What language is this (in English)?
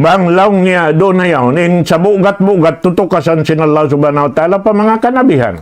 Tausug